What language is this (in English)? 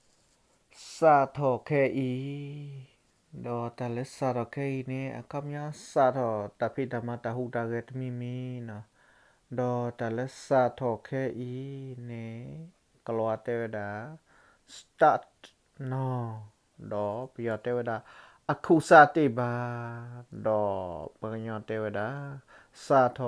S'gaw Karen